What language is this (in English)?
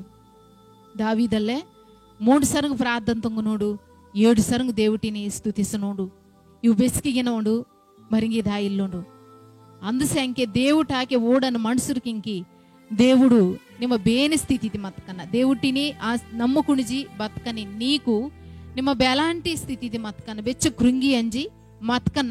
Koya